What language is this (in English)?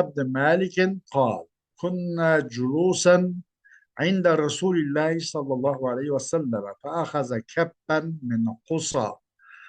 Uyghur